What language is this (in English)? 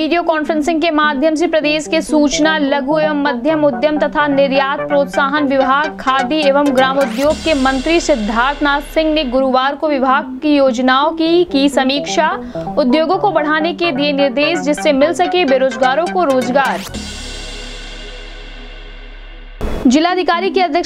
Hindi